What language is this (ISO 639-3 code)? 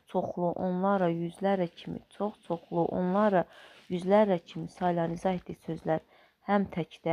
aze